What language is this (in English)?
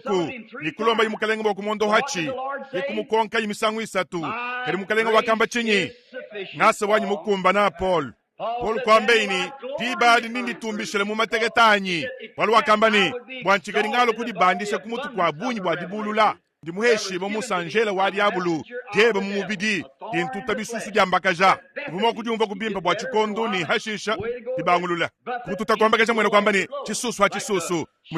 Luba-Lulua